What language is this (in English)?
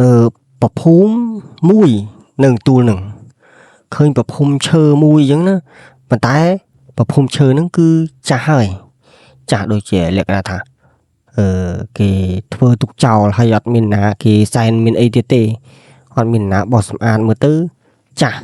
Khmer